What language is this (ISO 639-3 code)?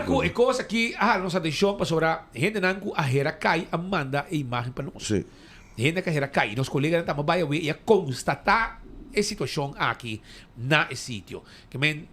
pap